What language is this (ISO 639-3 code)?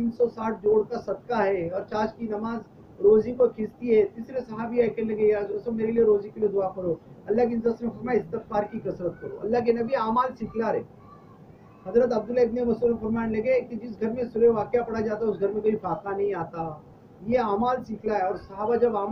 urd